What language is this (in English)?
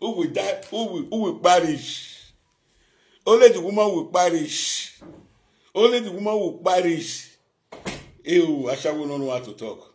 Nigerian Pidgin